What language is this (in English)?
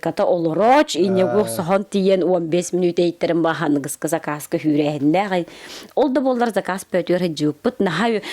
Yakut